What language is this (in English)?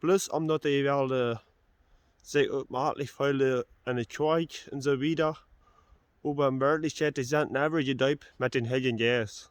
Plautdietsch